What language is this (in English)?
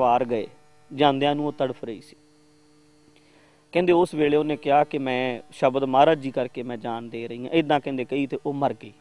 Punjabi